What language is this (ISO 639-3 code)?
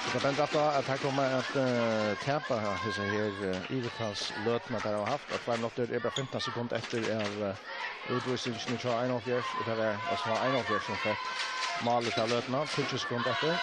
fao